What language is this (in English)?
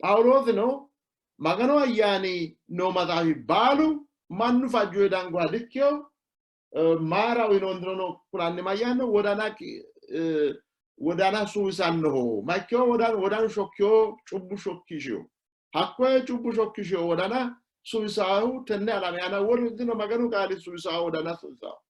Sidamo